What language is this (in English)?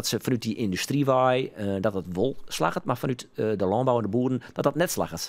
Western Frisian